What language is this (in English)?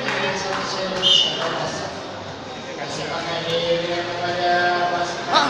Malay